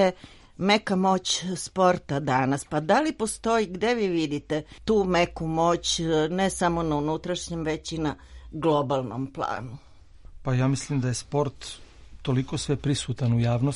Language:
Serbian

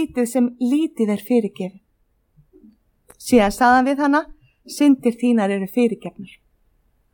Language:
Icelandic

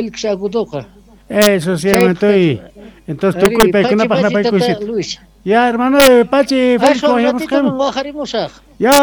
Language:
South Bolivian Quechua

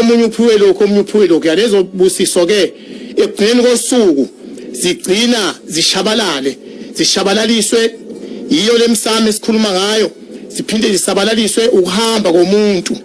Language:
Zulu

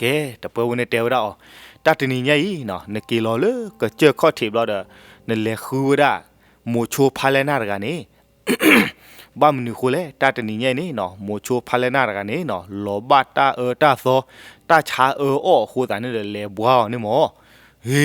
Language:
S'gaw Karen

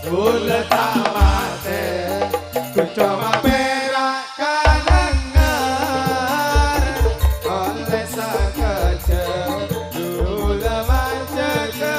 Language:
Madurese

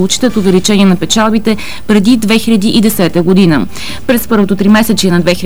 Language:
Bulgarian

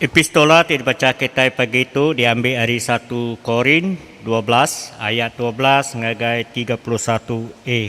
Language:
Iban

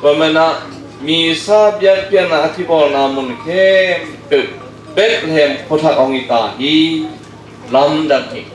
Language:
Tedim Chin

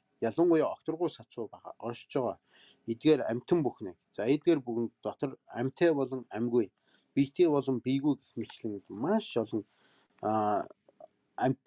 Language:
Mongolian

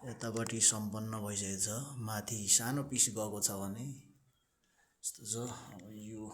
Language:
Nepali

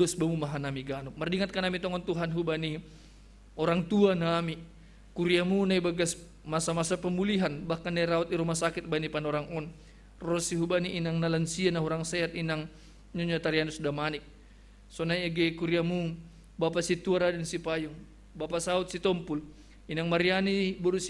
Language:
Batak Simalungun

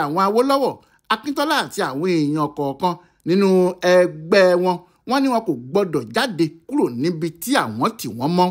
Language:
Yoruba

